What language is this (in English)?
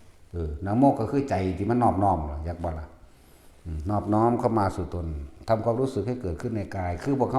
Northeastern Thai